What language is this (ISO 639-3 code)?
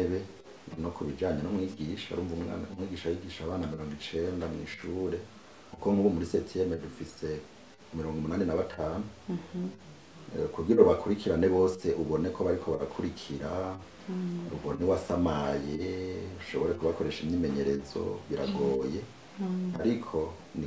run